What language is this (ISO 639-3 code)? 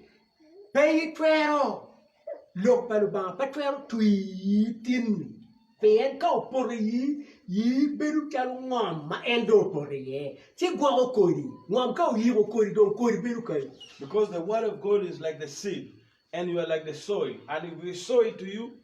ach